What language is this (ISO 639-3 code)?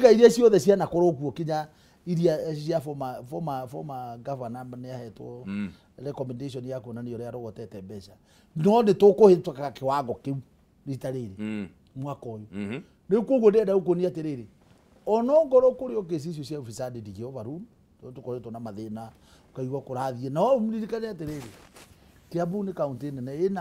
kik